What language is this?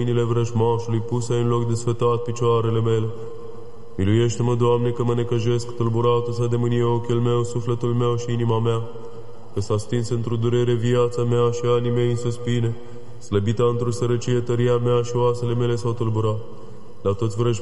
Romanian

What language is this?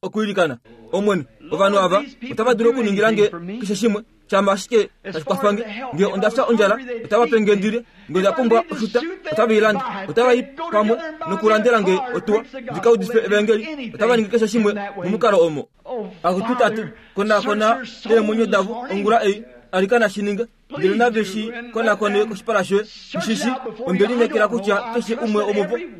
Kuanyama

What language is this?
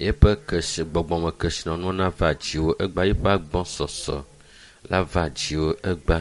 Ewe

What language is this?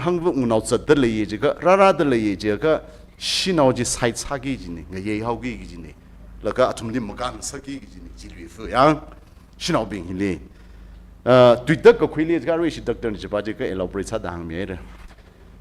Tangkhul Naga (India)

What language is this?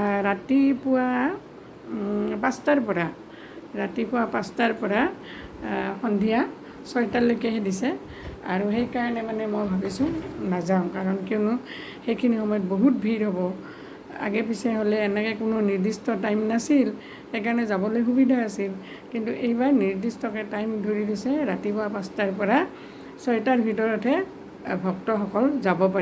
Assamese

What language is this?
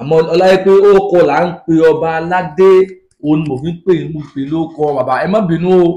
Yoruba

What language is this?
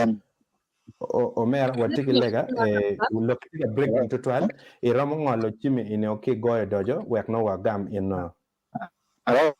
Acoli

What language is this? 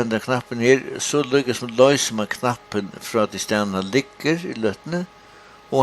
Faroese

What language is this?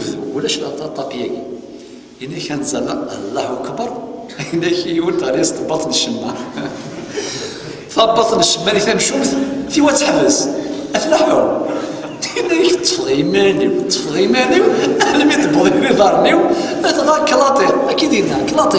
Kabyle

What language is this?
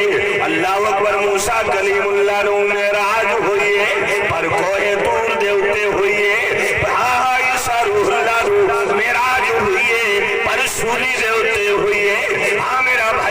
Saraiki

